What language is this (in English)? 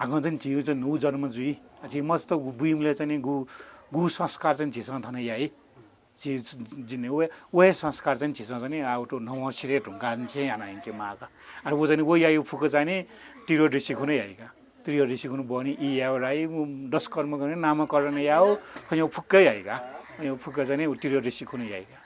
Newari